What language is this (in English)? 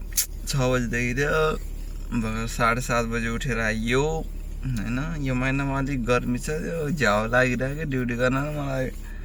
Nepali